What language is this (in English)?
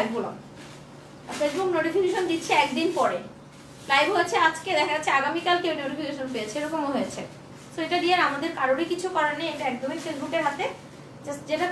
Bangla